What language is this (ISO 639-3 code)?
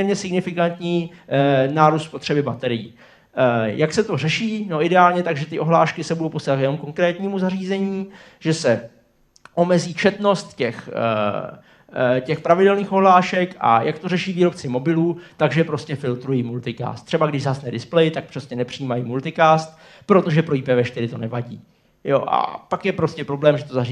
ces